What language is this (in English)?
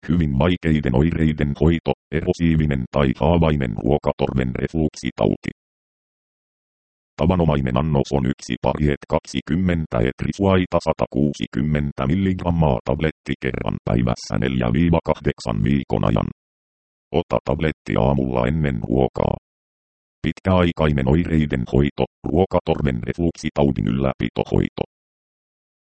Finnish